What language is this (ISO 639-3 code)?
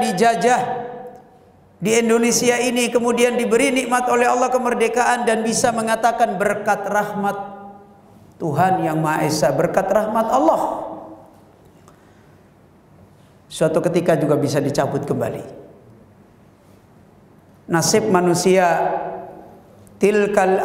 ind